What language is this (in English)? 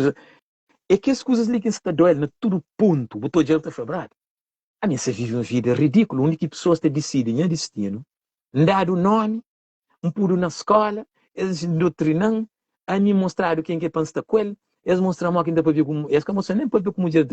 Kabuverdianu